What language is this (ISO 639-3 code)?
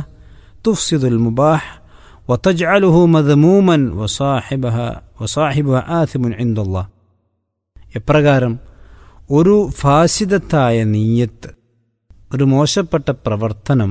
mal